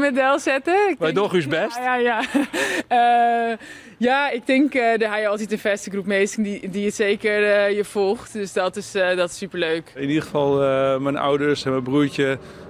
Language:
Western Frisian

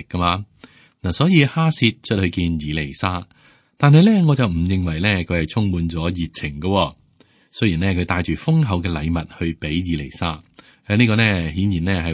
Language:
Cantonese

